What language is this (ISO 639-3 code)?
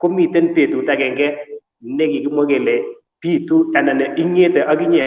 kln